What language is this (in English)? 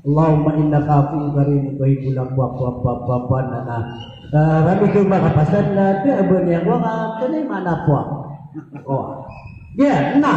Maranao